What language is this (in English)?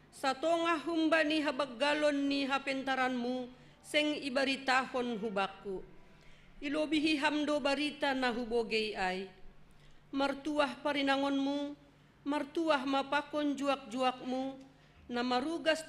Batak Simalungun